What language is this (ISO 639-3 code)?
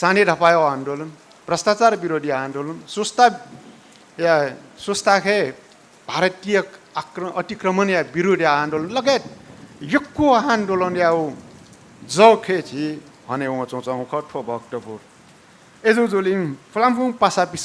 new